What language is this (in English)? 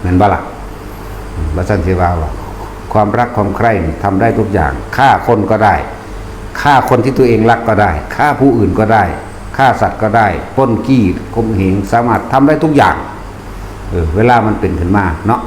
Northeastern Thai